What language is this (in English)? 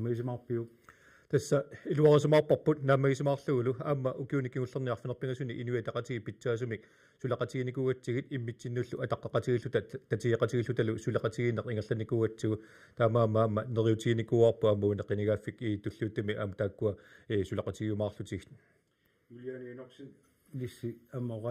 Kalaallisut